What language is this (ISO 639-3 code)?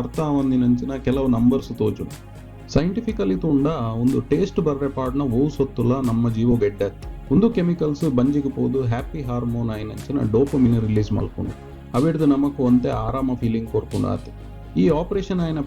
tcy